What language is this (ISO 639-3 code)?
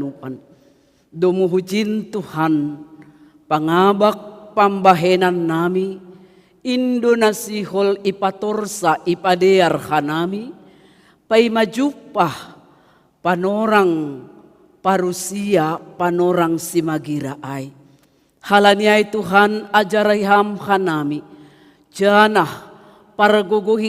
bts